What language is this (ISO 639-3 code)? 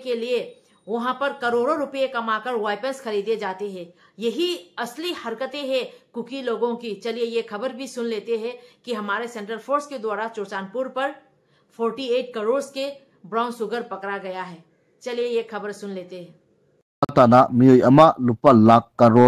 mni